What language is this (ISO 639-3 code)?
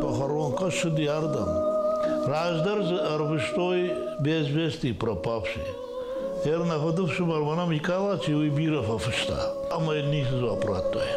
oss